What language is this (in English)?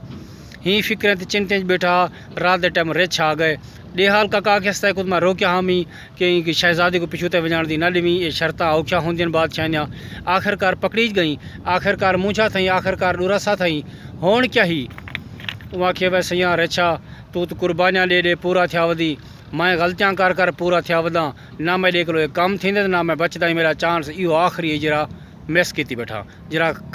Saraiki